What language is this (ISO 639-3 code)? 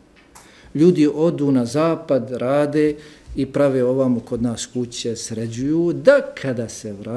bos